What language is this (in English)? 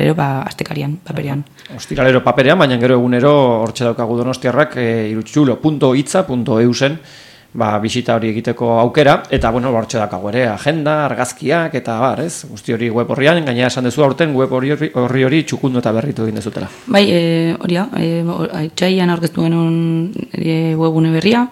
Basque